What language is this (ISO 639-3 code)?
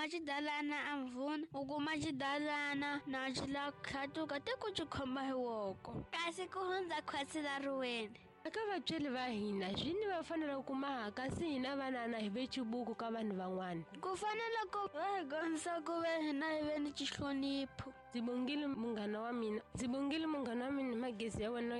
tso